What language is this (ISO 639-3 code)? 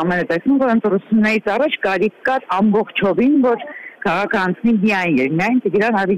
hye